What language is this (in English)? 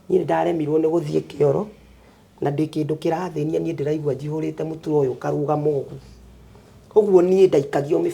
Kikuyu